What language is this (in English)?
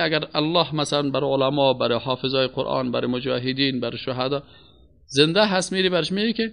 Persian